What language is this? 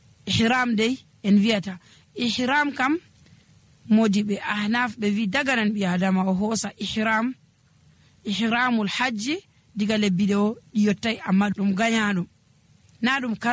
Nigerian Fulfulde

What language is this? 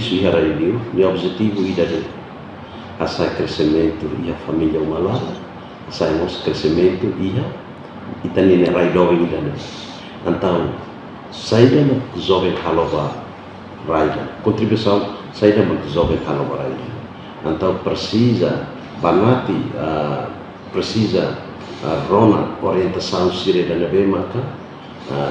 Tetum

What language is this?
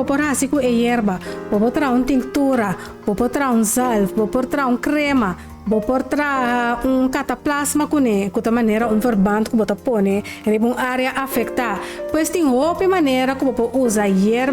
Papiamento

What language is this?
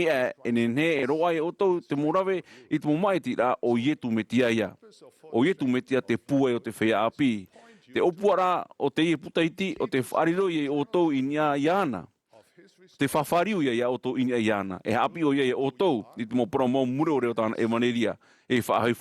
Tahitian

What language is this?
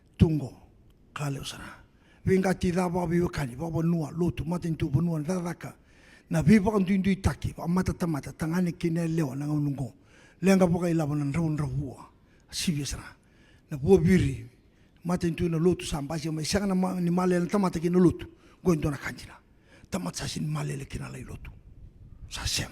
Fijian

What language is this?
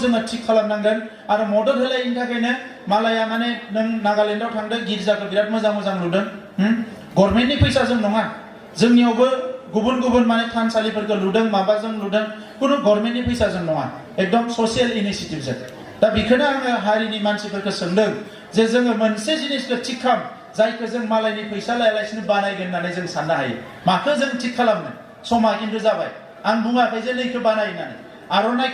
Bodo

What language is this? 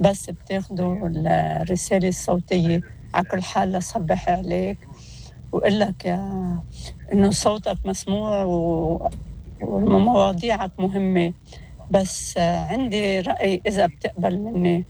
North Levantine Arabic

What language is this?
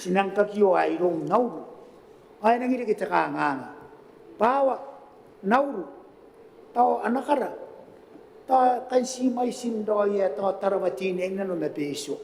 Gilbertese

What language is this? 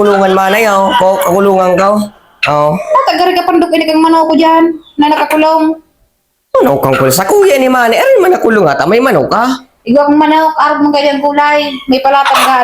Bikol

